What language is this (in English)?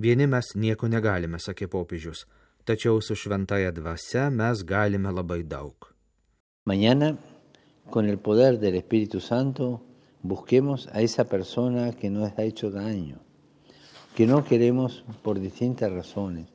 Lithuanian